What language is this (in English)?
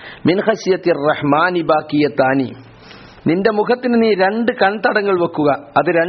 Malayalam